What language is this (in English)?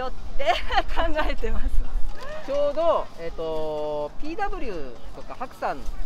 Japanese